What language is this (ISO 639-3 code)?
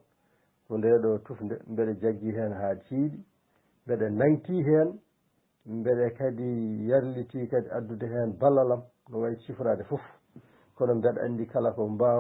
ful